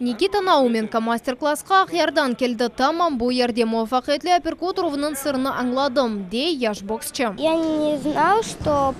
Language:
Crimean Tatar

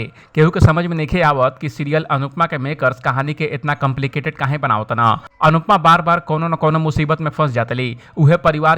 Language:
Bhojpuri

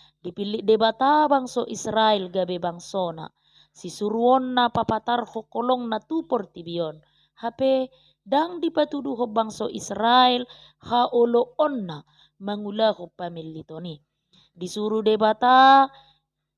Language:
Batak Toba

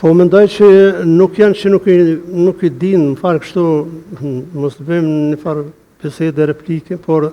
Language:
Albanian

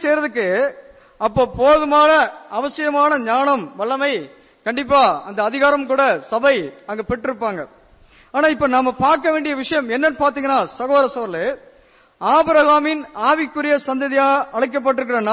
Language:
Tamil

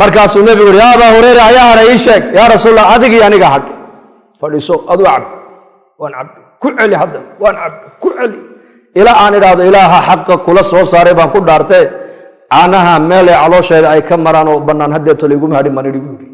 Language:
Somali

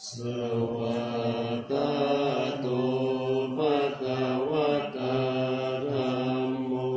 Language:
Pali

